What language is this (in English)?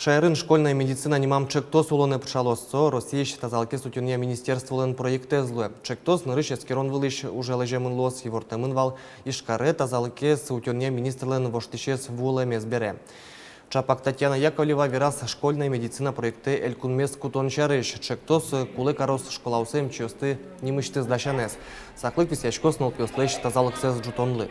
Udmurt